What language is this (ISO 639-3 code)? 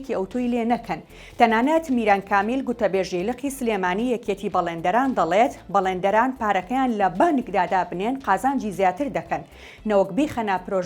ckb